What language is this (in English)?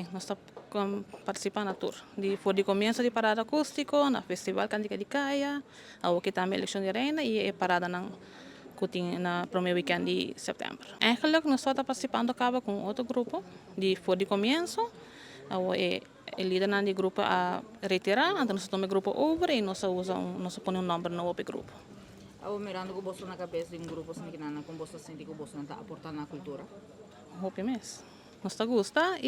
Papiamento